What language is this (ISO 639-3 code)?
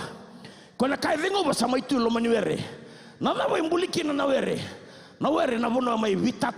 fij